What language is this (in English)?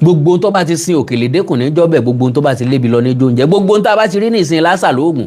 Yoruba